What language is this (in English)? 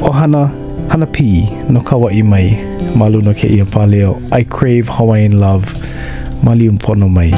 Hawaiian